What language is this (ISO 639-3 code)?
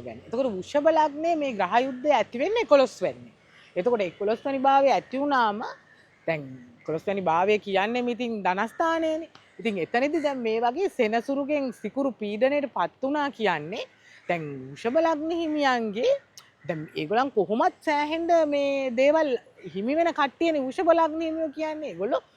sin